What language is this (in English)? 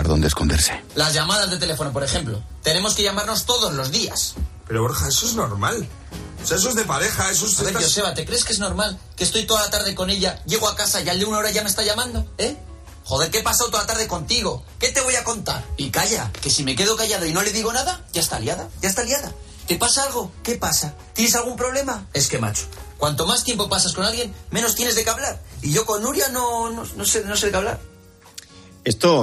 Spanish